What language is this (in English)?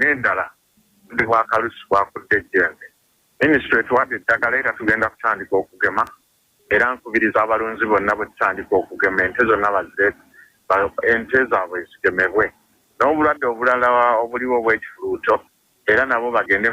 Ganda